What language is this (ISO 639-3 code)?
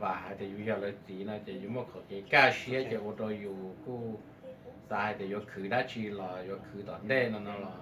hmn